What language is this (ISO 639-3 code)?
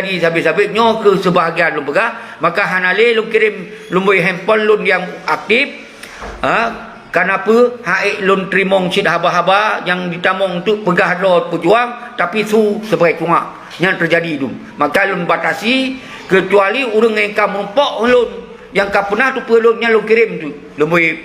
ace